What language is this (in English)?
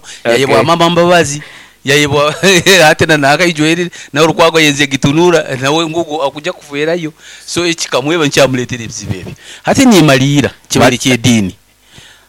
Nyoro